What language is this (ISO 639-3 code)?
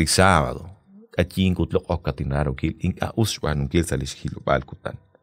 kek